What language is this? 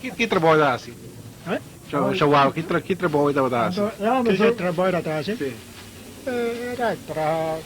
Papiamento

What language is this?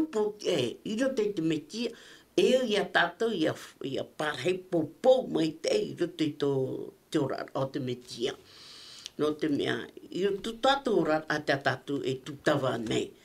Tahitian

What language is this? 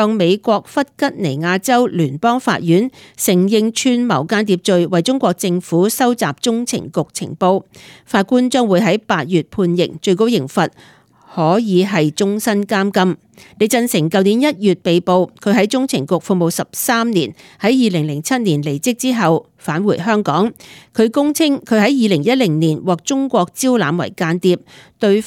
Cantonese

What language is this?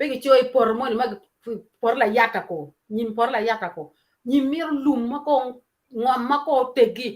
Acoli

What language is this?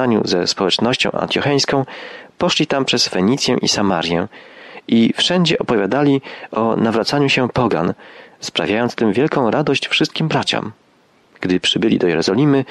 Polish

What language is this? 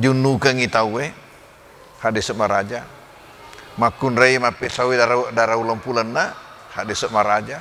Buginese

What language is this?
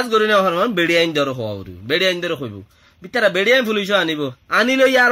Rohingya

